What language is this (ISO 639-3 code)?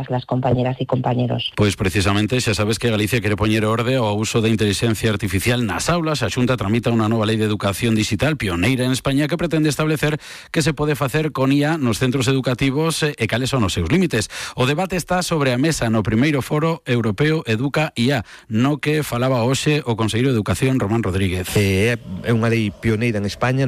glg